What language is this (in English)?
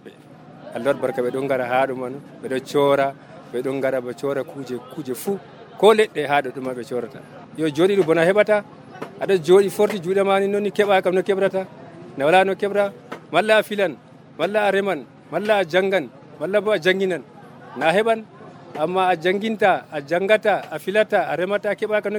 Nigerian Fulfulde